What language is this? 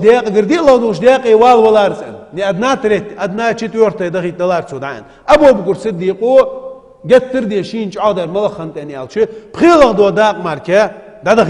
Ingush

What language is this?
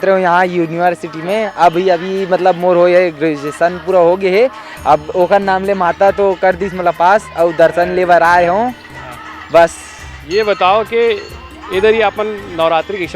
Chhattisgarhi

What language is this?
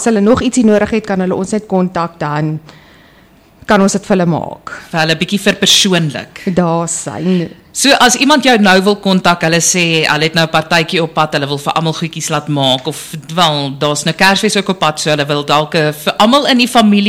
Afrikaans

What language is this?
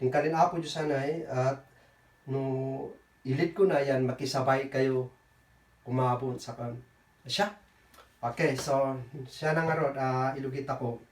Kankanaey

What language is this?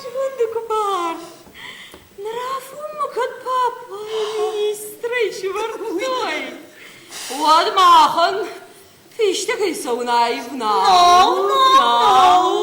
Ossetic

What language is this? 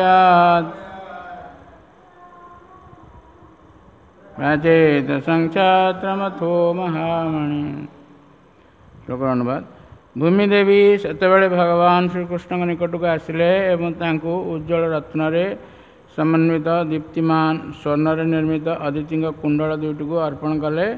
Odia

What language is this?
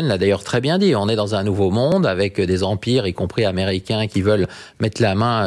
French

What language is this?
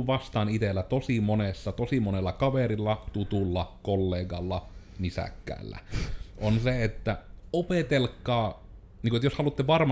Finnish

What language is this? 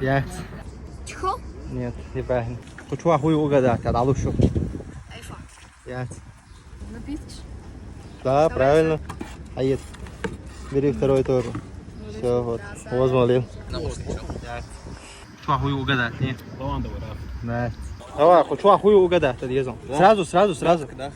Chechen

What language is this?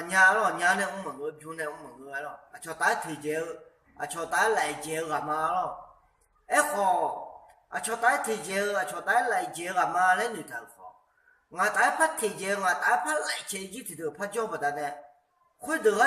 Akha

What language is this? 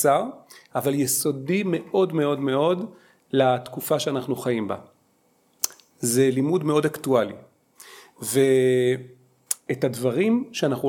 Hebrew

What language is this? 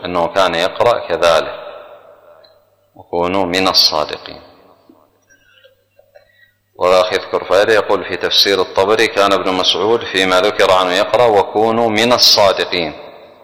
Arabic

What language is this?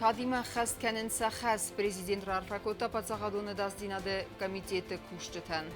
Ossetic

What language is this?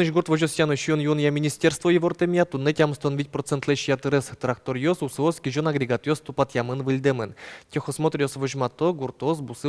Udmurt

